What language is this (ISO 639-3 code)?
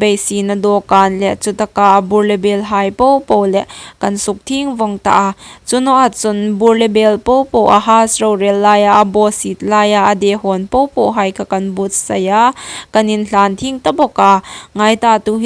hmr